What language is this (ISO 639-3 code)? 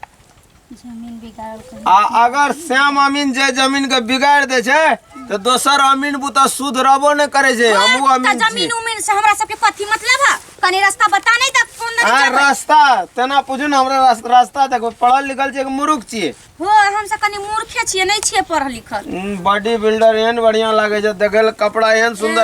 mai